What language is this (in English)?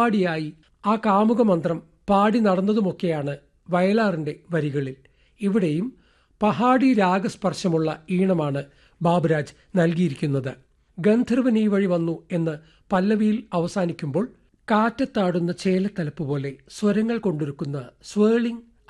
Malayalam